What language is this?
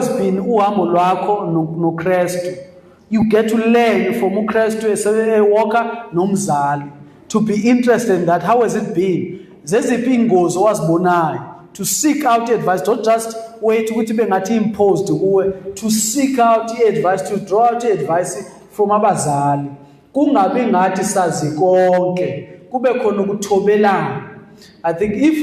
Zulu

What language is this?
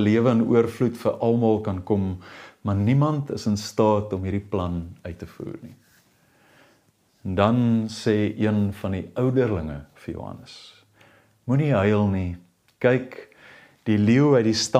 Afrikaans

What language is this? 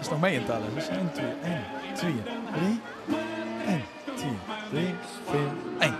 Limburgish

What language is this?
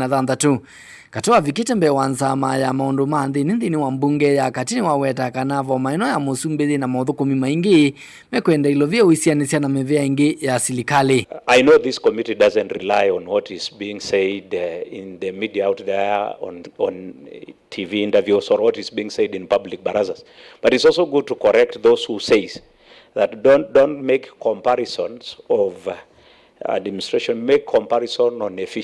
Kamba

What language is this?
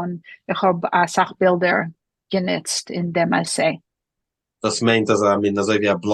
Yiddish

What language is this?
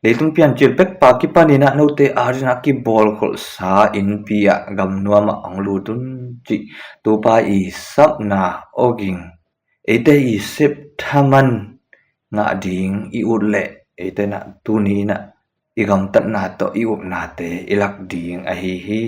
Tedim Chin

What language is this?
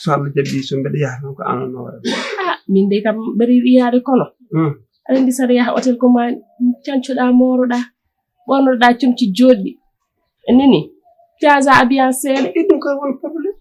Fula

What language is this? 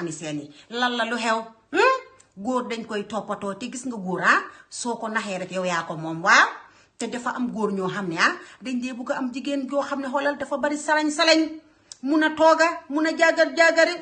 Wolof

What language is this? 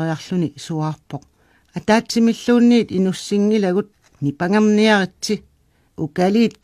Kalaallisut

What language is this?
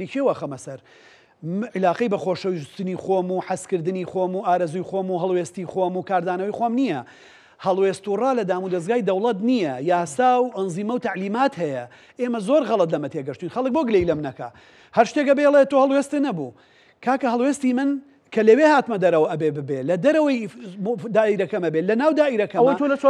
Central Kurdish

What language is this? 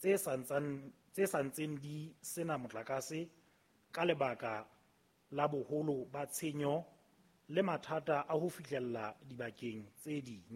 Southern Sotho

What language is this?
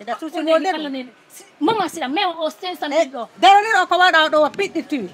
Fula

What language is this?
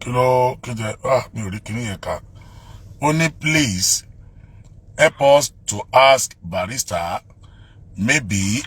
Yoruba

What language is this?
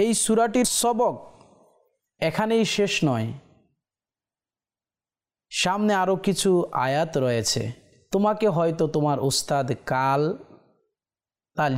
Bangla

